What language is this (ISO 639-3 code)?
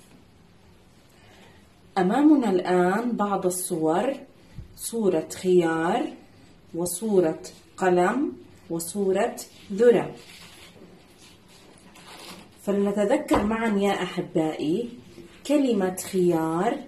ara